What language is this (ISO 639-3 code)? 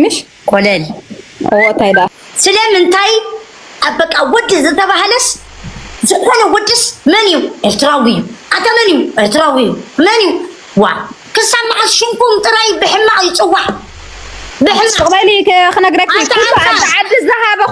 tir